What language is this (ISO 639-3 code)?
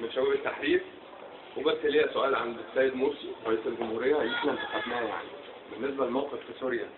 arz